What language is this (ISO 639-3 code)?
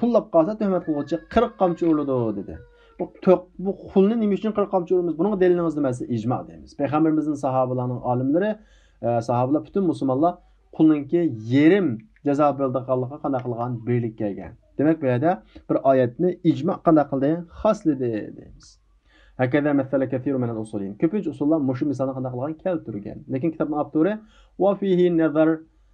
uig